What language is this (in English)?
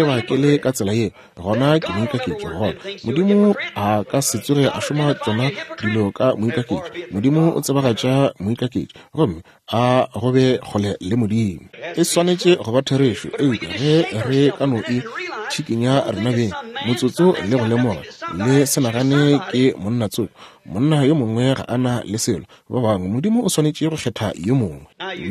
Northern Sotho